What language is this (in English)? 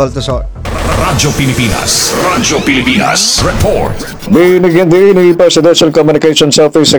Filipino